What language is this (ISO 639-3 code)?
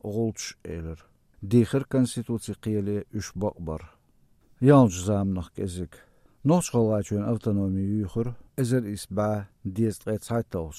che